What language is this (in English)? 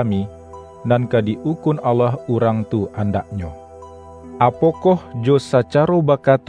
Minangkabau